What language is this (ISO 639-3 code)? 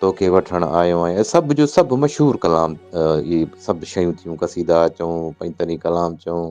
snd